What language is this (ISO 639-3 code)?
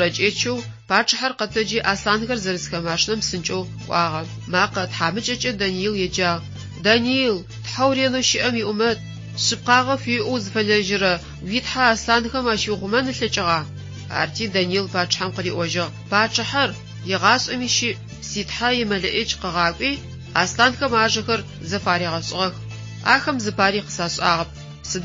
ady